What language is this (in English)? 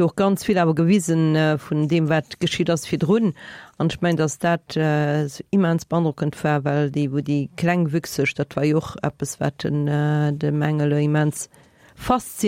Luxembourgish